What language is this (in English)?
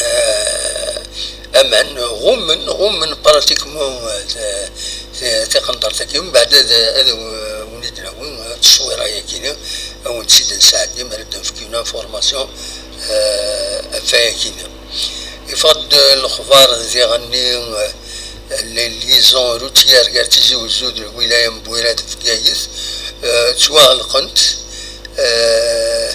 Kabyle